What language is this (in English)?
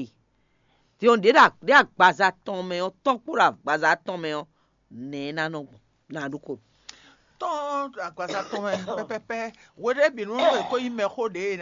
Fon